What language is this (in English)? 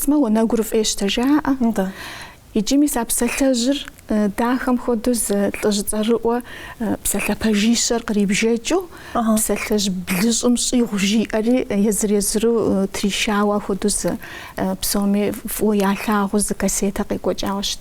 Kabardian